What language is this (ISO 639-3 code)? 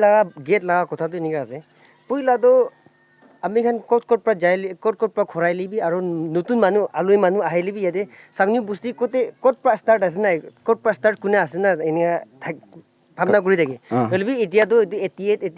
nag